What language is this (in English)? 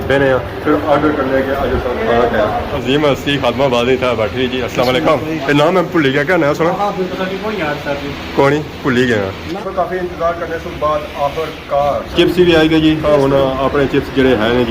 Pahari-Potwari